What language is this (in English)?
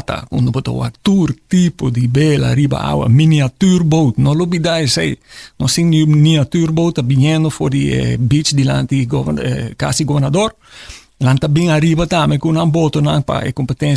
Papiamento